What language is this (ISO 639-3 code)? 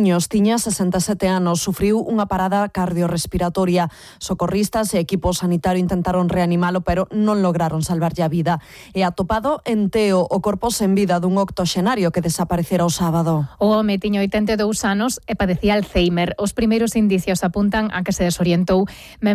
glg